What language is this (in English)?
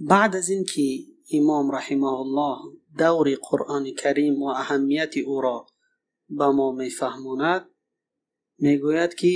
Tajik